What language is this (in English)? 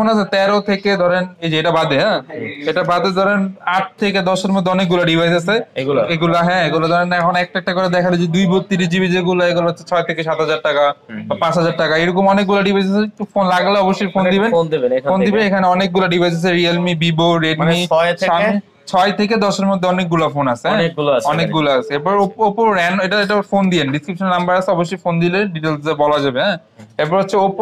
Bangla